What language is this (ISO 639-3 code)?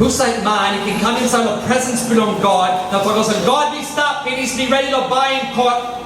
tpi